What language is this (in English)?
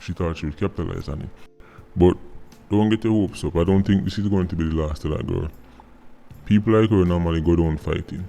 Jamaican Creole English